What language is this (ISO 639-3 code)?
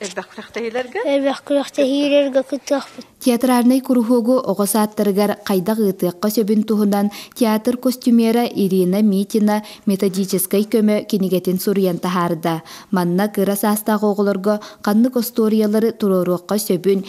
sah